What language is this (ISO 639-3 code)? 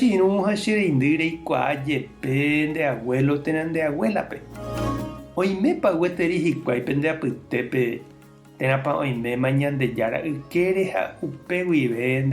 grn